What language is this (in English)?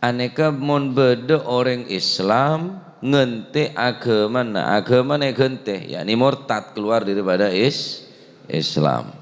Madurese